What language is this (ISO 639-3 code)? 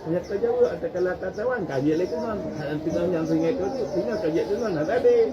ace